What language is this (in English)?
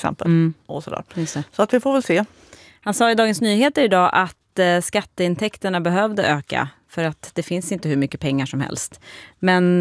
Swedish